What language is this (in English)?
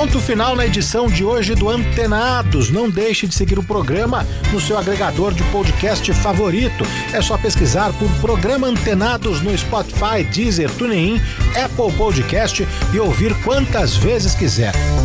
Portuguese